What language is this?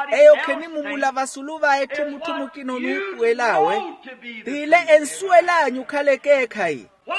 Makhuwa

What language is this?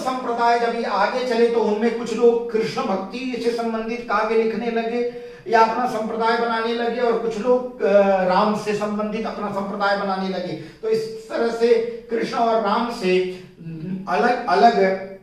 Hindi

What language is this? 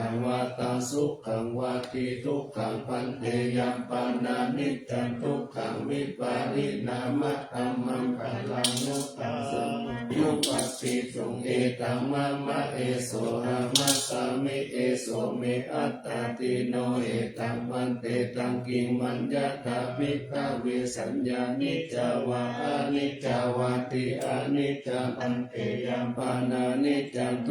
Pali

